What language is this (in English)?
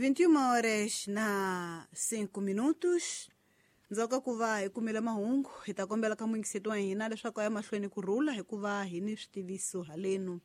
Tsonga